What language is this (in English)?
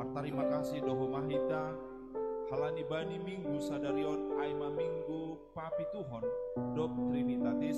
Batak Simalungun